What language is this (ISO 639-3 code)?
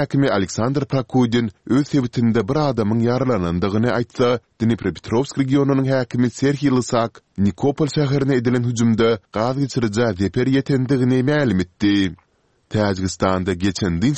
tuk